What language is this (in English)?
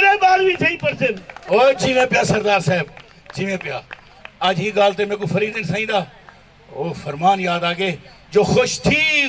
Saraiki